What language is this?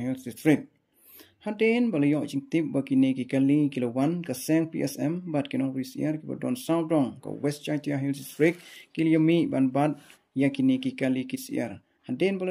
Khasi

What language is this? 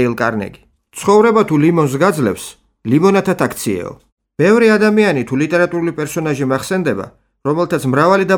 Georgian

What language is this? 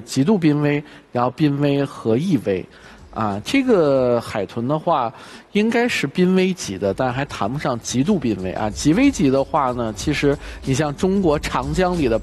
Chinese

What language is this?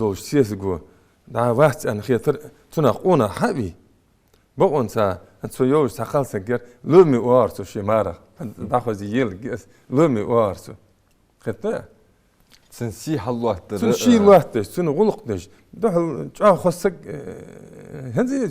Ingush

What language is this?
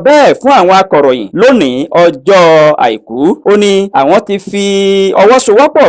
Yoruba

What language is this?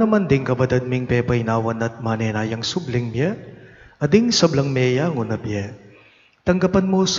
Pampanga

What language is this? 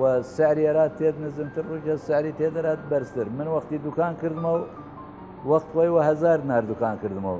Southern Kurdish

